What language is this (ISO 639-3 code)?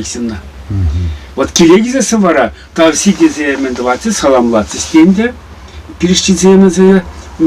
chv